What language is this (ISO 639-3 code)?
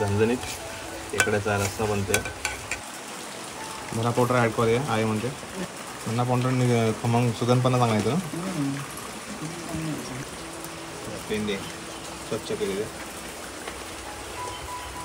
mar